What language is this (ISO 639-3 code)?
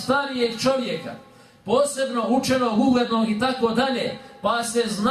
bos